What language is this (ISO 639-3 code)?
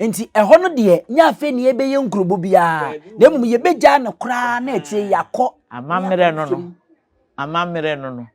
aka